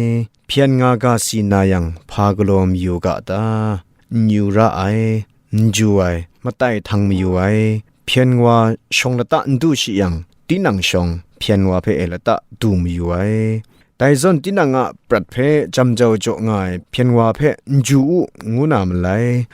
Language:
Kachin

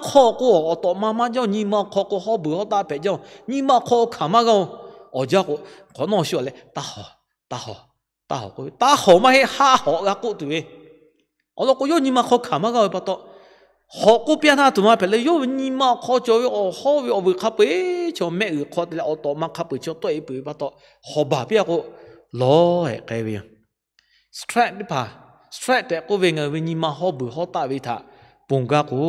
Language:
Lahu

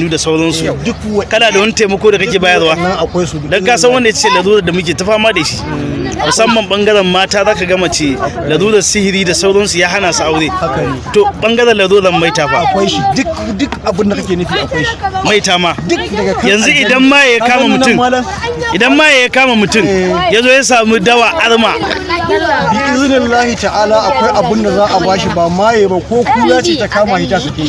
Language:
Hausa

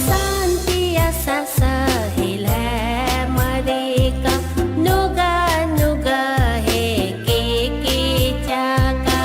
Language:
Newari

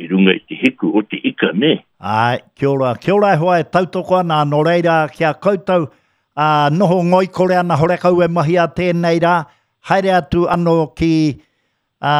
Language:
Māori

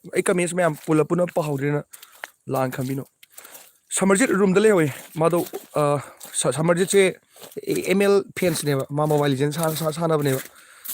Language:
Manipuri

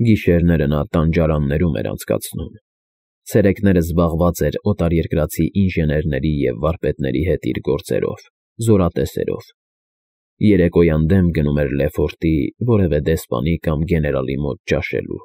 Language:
Armenian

